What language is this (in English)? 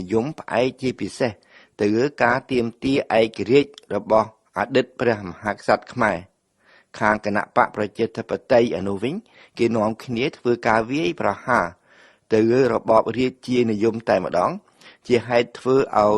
Khmer